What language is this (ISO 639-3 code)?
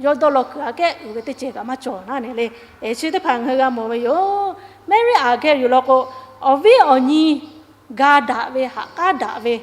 lhu